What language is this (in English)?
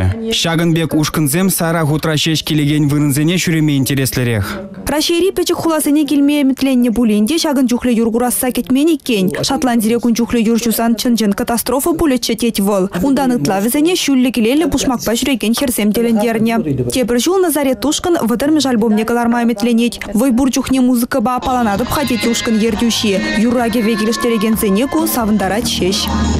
Chuvash